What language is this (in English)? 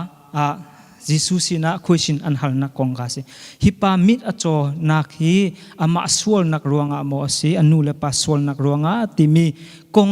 Hakha Chin